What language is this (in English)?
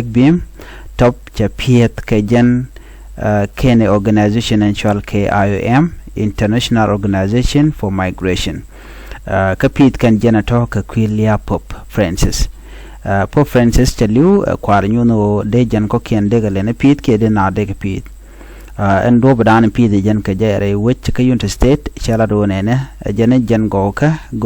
Nuer